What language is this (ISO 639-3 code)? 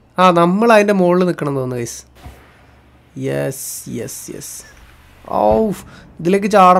mal